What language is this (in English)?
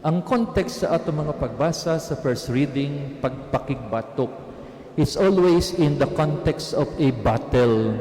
Cebuano